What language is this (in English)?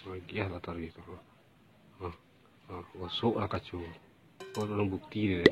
Minangkabau